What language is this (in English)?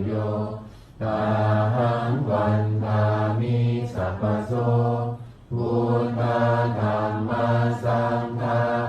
Pali